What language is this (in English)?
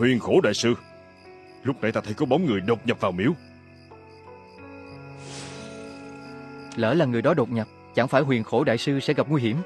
Vietnamese